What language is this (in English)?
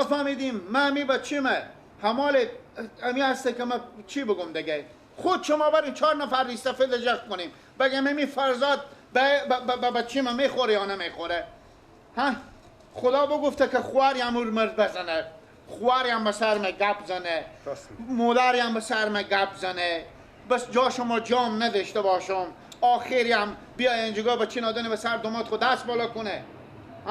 Persian